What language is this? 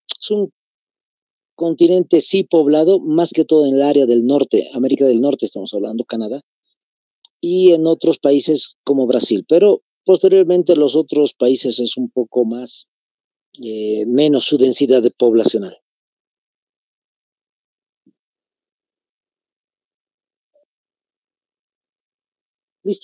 Spanish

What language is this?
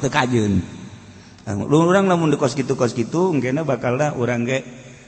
Sundanese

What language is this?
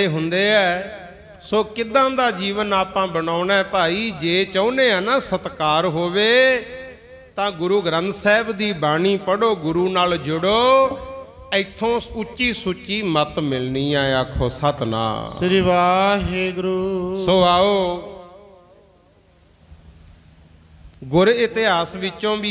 Punjabi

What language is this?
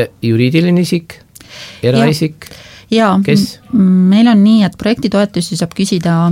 Estonian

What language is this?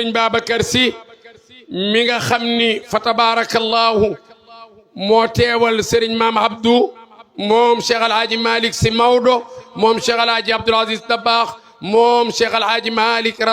Wolof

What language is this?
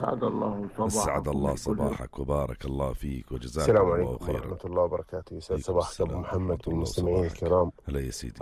North Levantine Arabic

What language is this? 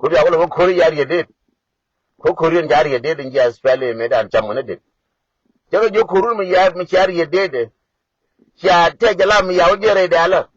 Nuer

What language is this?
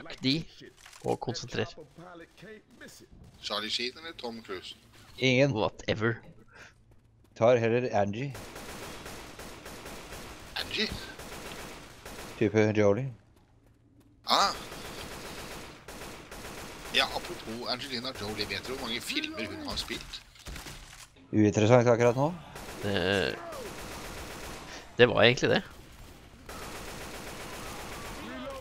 Norwegian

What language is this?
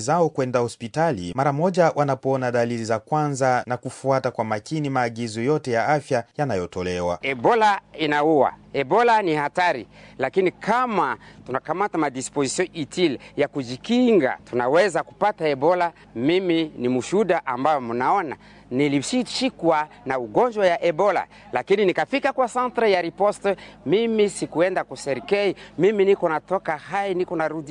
Swahili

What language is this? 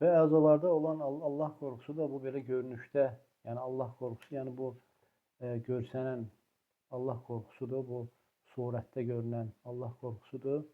Azerbaijani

